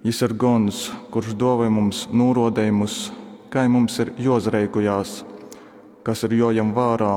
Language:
Latgalian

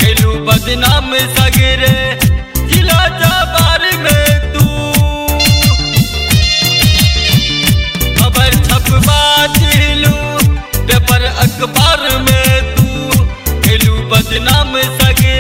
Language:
Bhojpuri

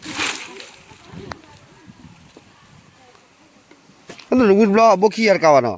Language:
S'gaw Karen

